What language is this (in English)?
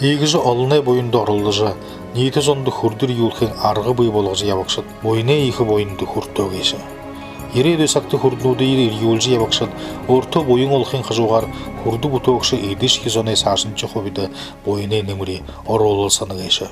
Buriat